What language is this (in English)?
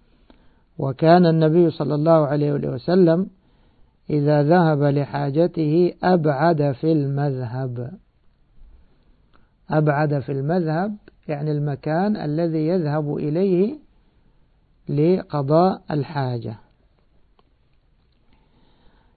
Arabic